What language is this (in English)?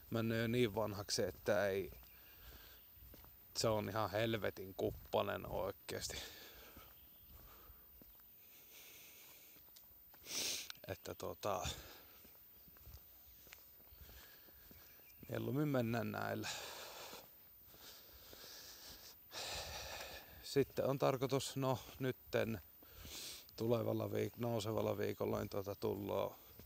Finnish